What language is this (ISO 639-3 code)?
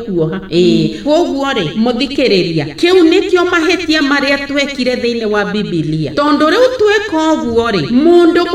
kik